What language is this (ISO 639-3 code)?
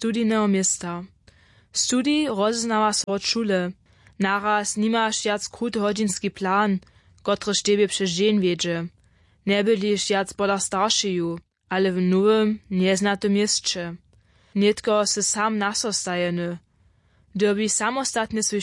hsb